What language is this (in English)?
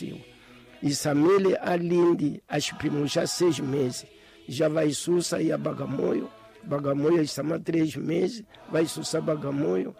Tsonga